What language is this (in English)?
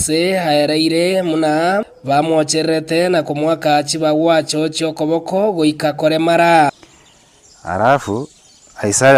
Gusii